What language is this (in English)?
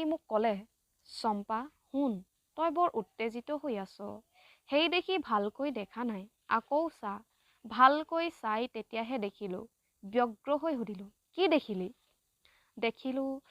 Assamese